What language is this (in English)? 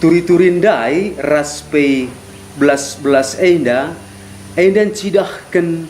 Batak Karo